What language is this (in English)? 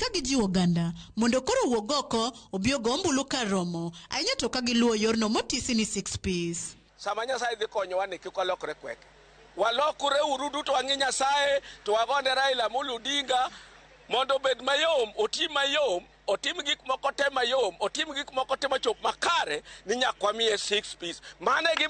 Luo (Kenya and Tanzania)